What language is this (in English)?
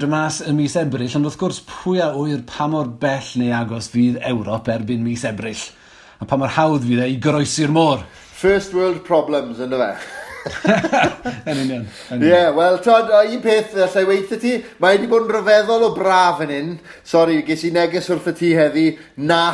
Welsh